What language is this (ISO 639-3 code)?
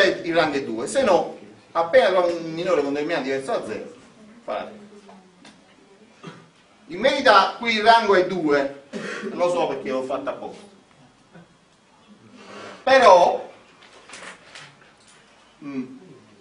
ita